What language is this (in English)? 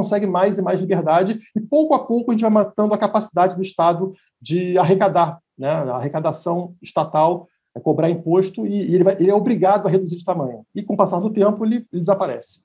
Portuguese